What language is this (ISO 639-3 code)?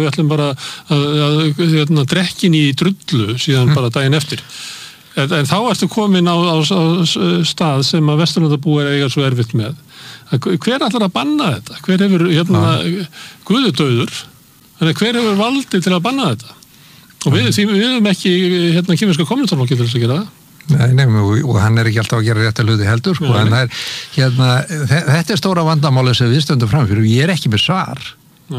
isl